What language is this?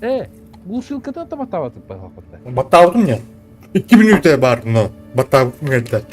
Yakut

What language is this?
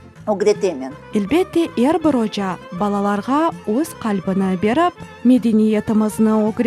Crimean Tatar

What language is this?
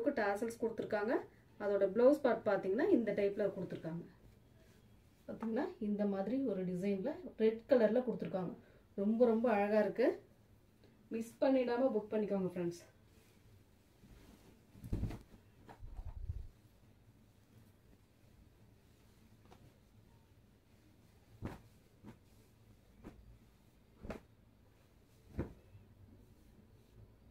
Tamil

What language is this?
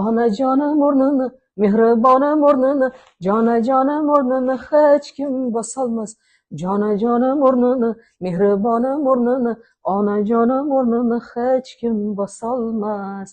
Uzbek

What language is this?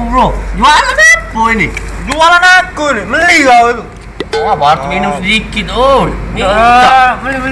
Musi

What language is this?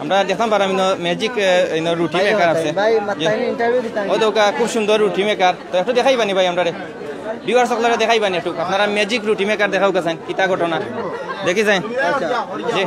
Sylheti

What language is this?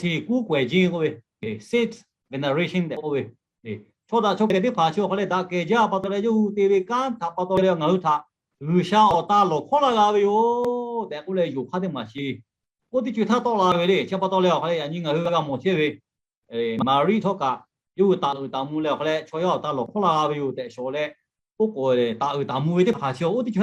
Lahu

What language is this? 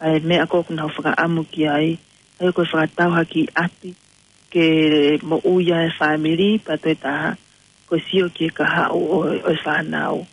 Tongan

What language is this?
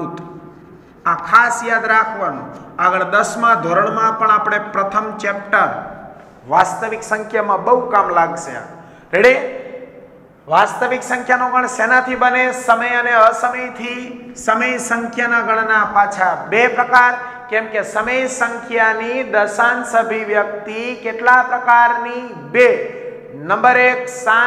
Gujarati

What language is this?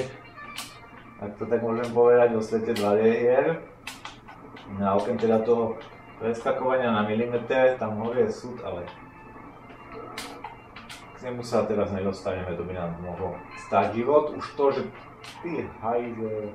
Slovak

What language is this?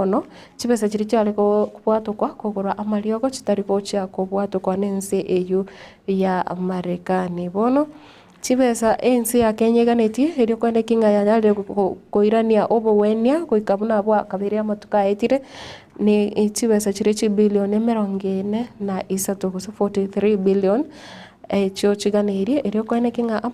Gusii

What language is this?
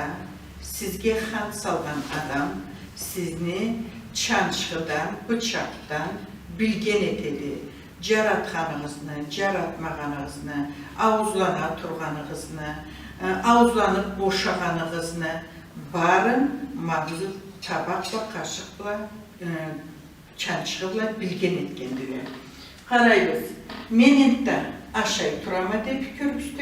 Karachay-Balkar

